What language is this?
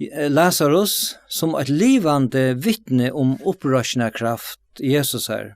Faroese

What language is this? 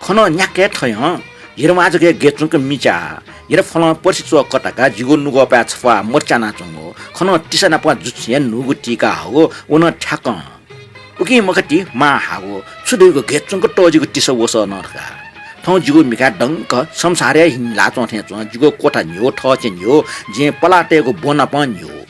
Newari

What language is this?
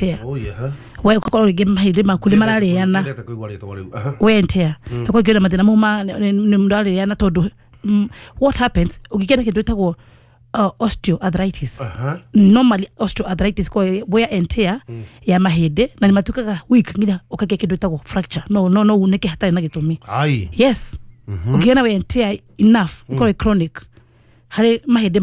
Kikuyu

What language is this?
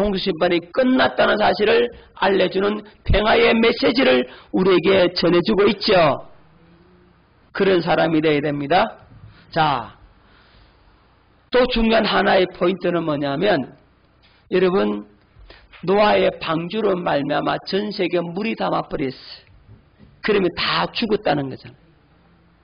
Korean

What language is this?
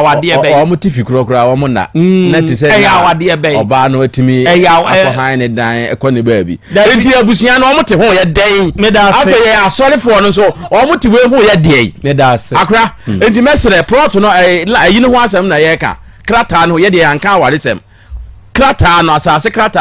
Akan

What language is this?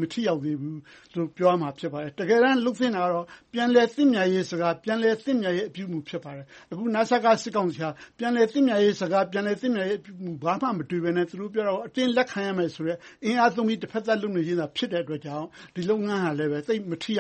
Burmese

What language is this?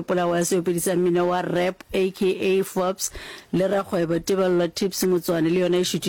Northern Sotho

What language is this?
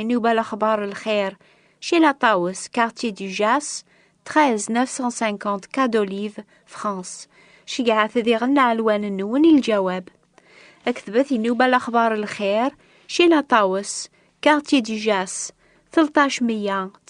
Kabyle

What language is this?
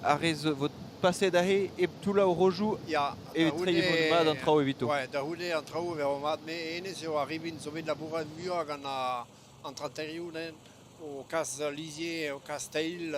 Breton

